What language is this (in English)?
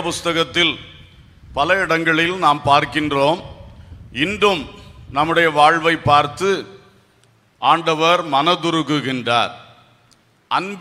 Tamil